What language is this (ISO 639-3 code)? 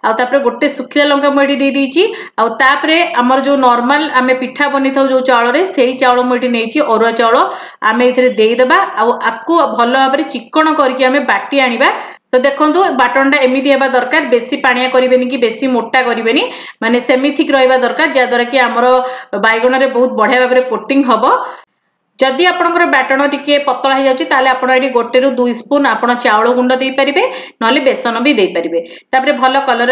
ori